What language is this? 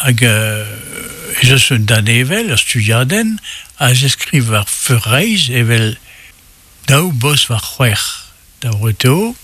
Breton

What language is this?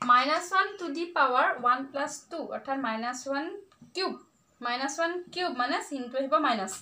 Assamese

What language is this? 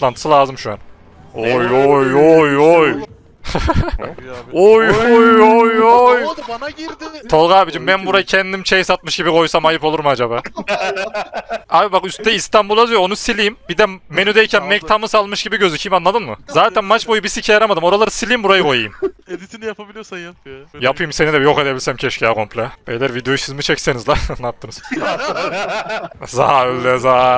Turkish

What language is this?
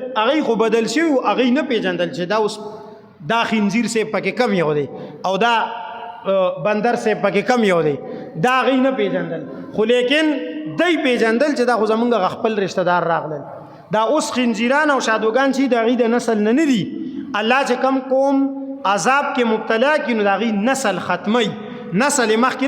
Pashto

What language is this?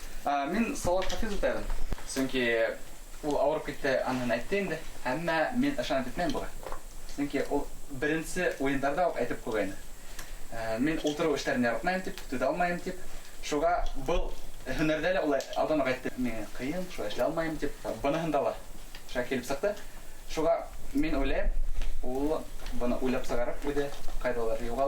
Bashkir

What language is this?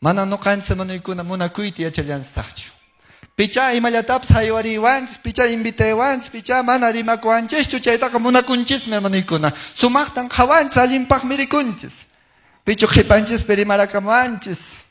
Quechua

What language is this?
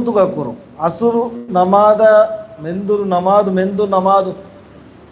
Divehi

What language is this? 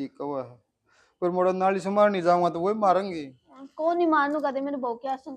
Haryanvi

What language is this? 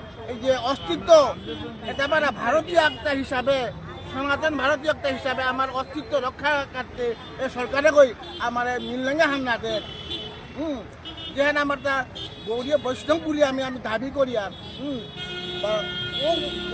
Bishnupriya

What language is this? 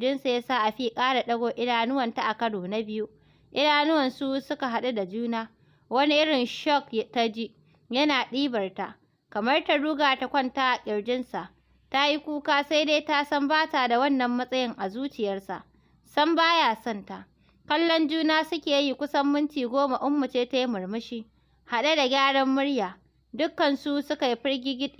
Hausa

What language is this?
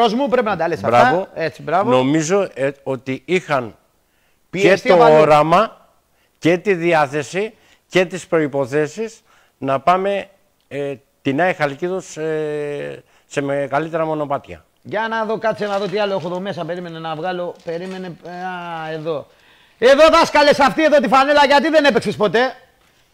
Greek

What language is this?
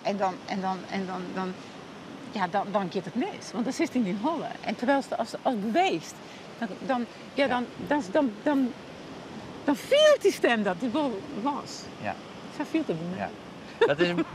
Western Frisian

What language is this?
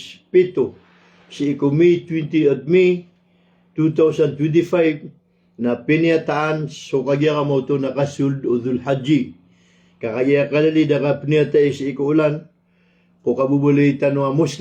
Maranao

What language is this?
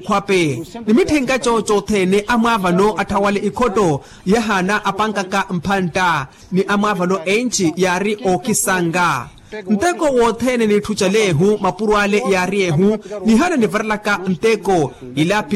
Makhuwa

